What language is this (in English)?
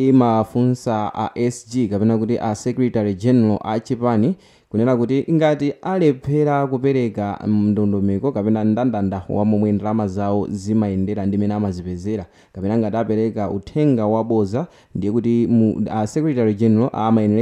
Nyanja